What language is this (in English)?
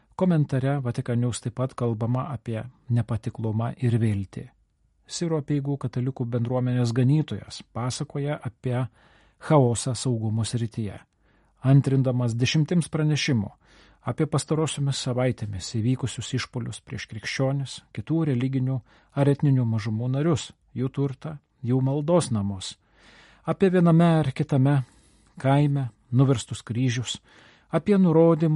Lithuanian